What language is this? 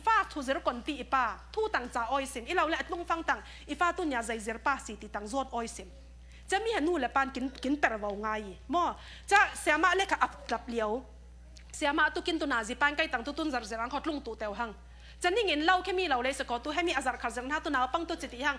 Falam Chin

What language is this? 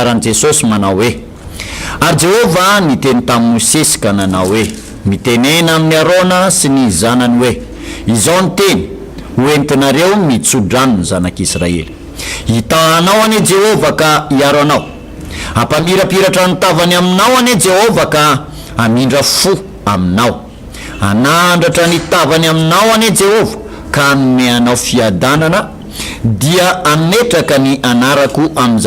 Malagasy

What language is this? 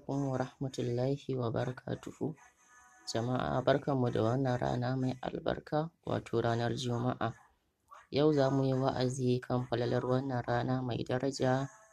Hausa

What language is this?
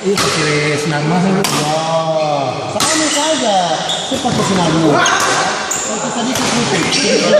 Ambonese Malay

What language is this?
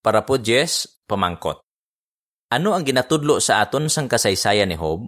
Hiligaynon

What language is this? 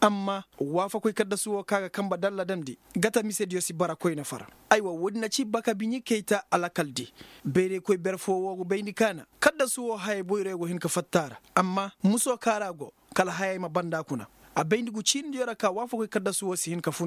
Koyraboro Senni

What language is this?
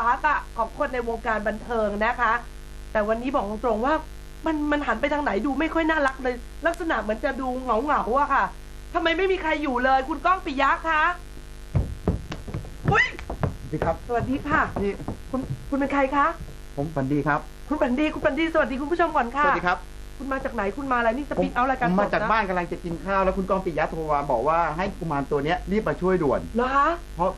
Thai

